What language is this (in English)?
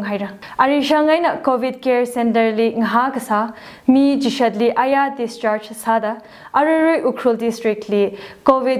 Tangkhul Naga (India)